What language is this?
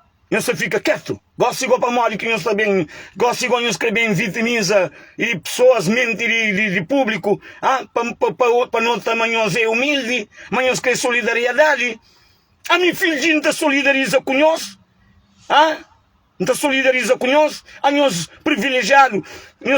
Kabuverdianu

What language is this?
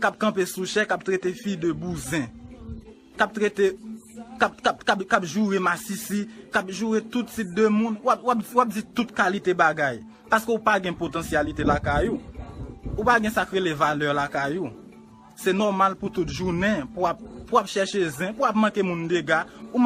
Haitian Creole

